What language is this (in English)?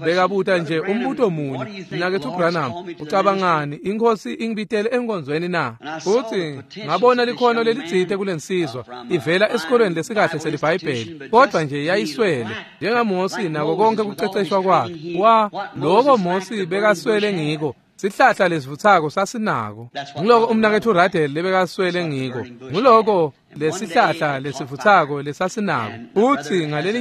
Swati